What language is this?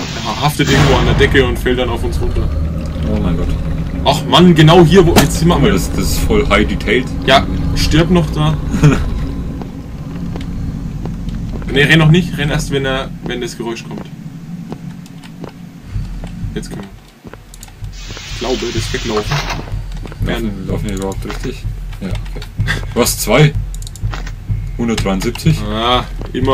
German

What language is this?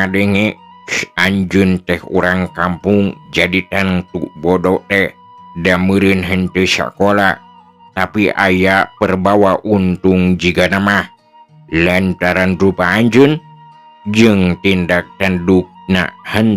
Sundanese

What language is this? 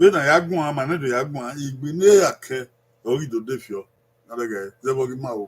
Bini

